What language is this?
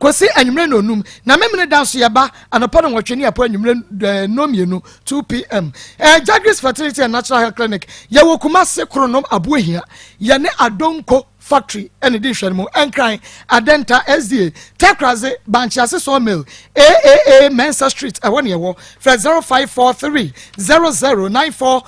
Akan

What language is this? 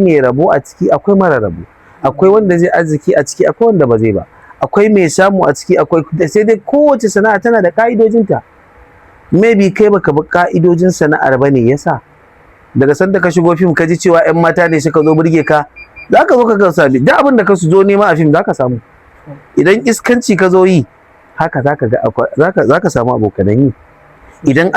Hausa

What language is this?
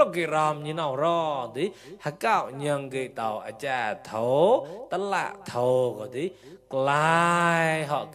Mon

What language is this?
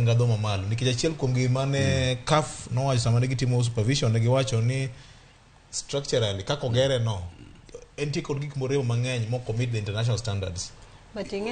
Luo (Kenya and Tanzania)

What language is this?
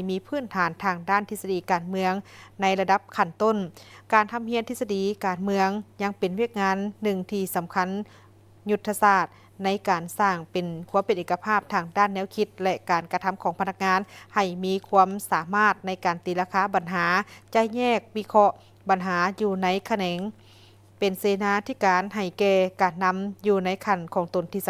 Lao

